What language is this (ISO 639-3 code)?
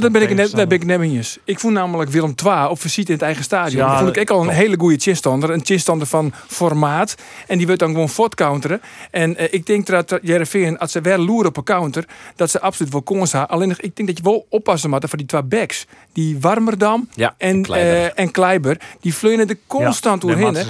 fry